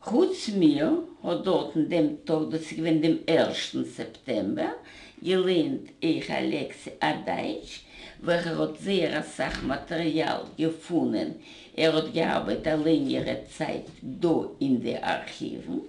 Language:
Yiddish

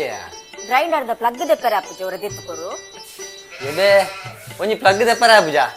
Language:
Tulu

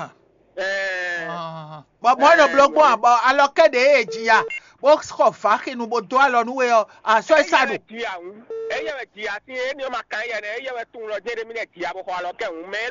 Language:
Fon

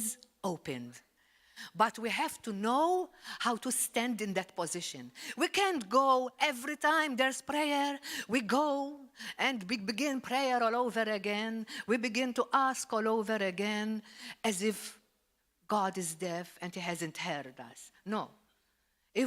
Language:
English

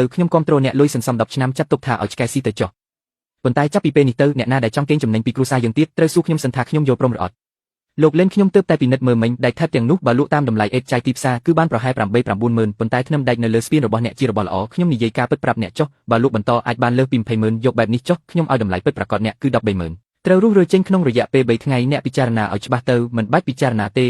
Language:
Khmer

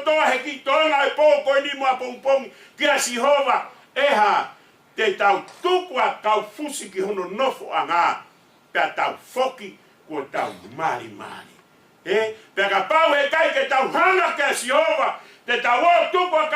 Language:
Tongan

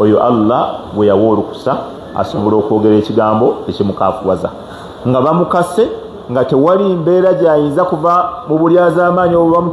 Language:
Ganda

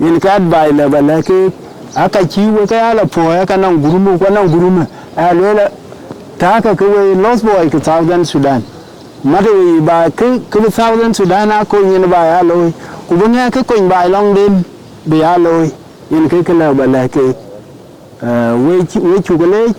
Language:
Dinka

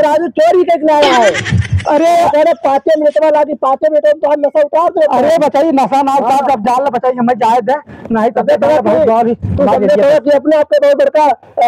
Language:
Awadhi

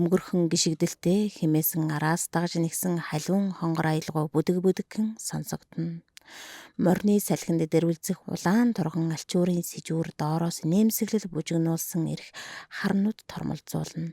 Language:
Mongolian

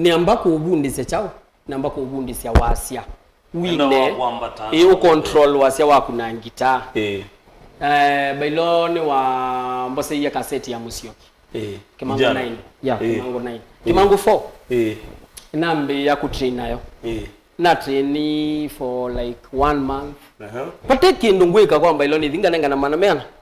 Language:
Kamba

